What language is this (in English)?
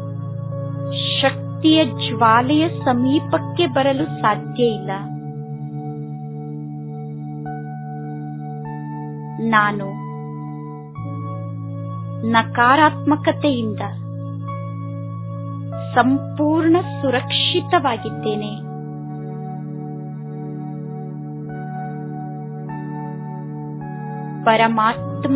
Kannada